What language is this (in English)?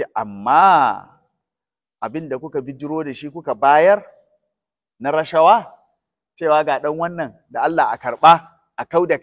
Hausa